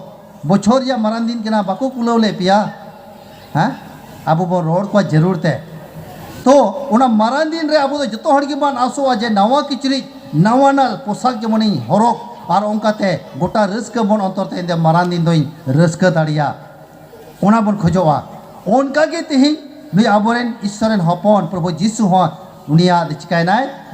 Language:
Santali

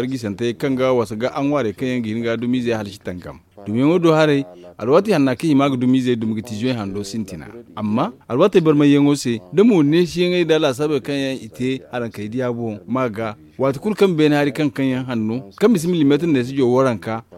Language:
Zarma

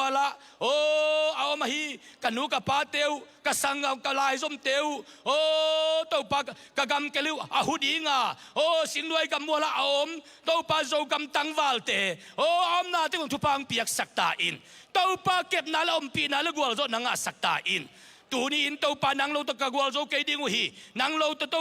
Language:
Tedim Chin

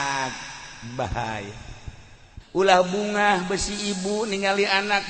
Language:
Sundanese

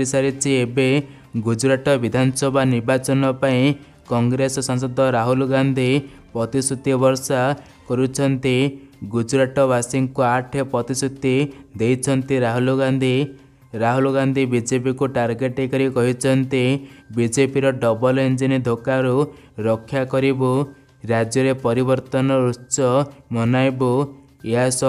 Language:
Odia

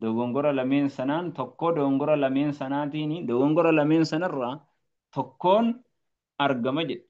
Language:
Oromo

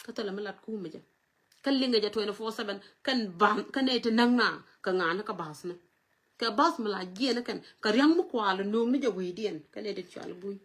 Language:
Nuer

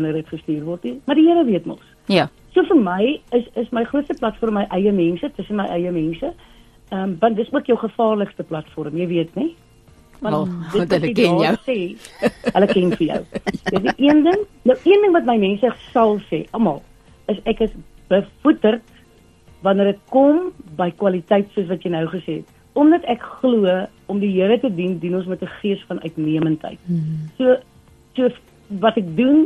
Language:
Afrikaans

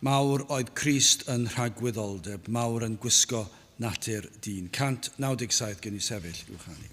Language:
Welsh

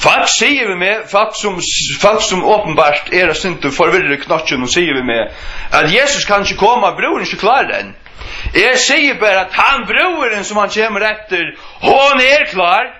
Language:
Faroese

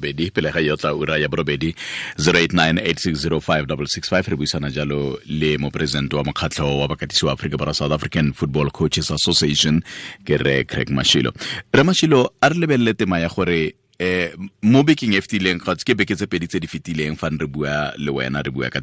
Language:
Tswana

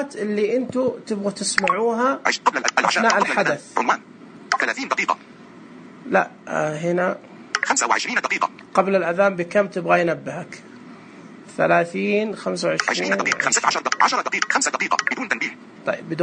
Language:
Najdi Arabic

